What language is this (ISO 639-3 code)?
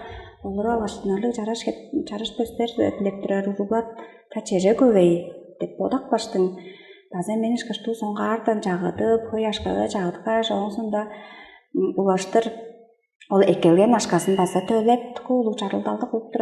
tyv